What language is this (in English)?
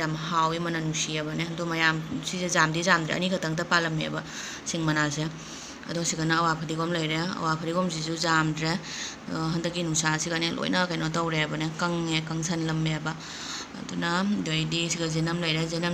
Manipuri